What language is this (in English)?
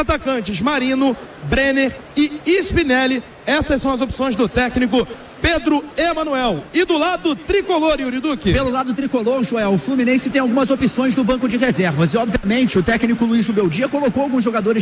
Portuguese